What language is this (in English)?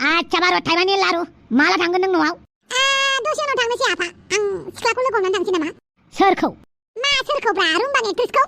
Bodo